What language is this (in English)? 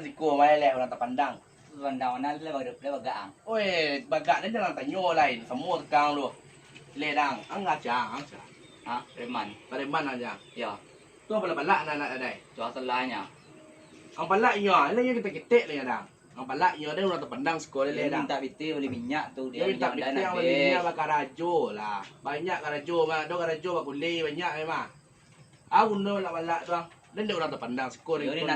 Minangkabau